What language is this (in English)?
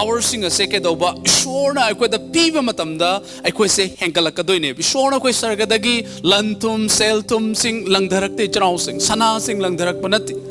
Manipuri